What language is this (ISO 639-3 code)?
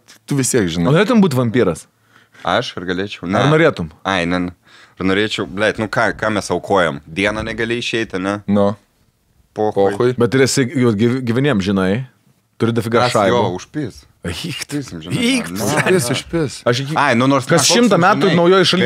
lit